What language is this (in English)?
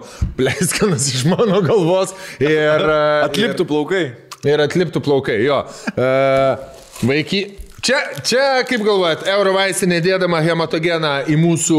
Lithuanian